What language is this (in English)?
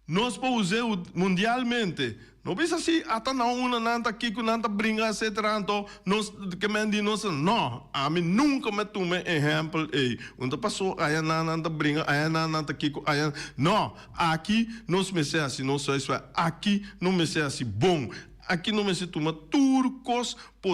Papiamento